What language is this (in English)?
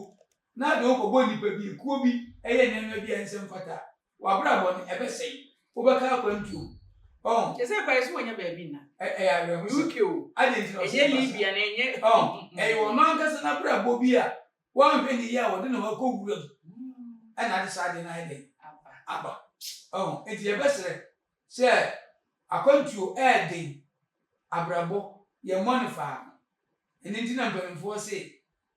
Akan